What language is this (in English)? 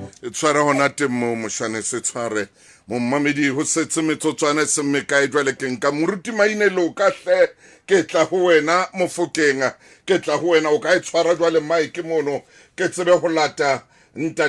Southern Sotho